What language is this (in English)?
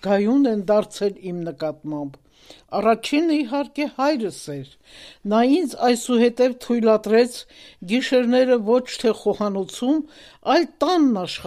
Armenian